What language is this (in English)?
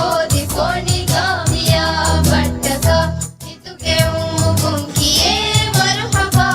Divehi